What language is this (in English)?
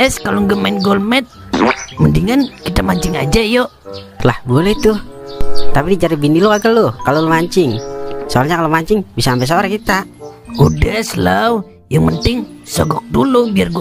Betawi